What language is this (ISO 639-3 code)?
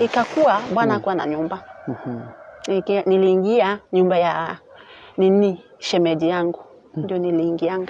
swa